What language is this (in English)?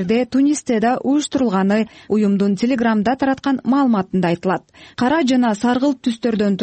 Kyrgyz